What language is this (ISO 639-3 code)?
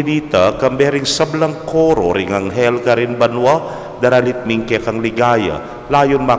pam